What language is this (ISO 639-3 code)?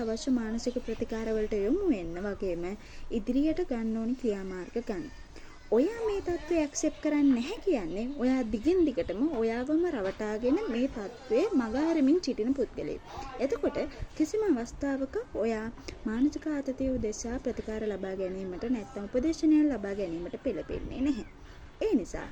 sin